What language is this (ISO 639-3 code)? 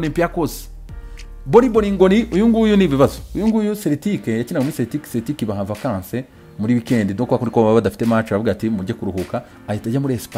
kin